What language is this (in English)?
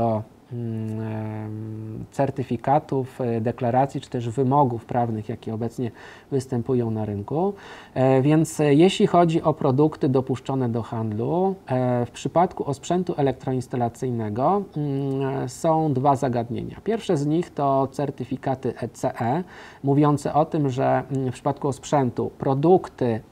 Polish